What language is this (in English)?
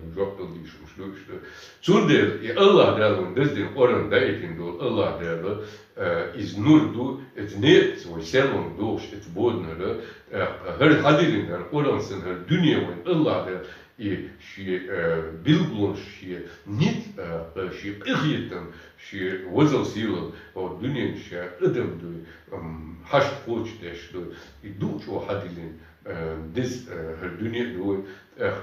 Chechen